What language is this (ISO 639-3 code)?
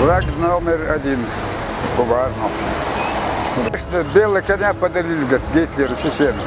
che